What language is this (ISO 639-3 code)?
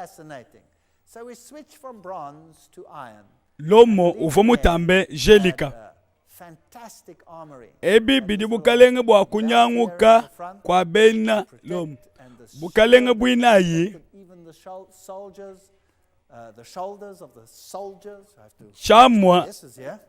lua